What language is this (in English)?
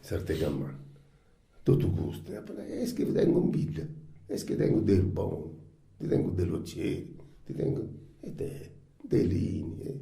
Sardinian